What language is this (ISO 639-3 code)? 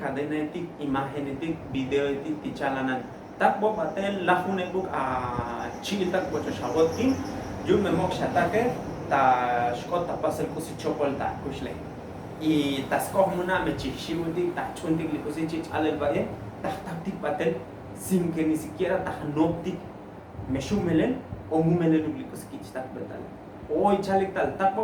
tzo